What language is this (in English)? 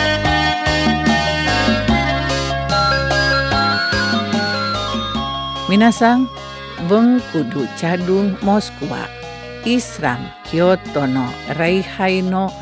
Japanese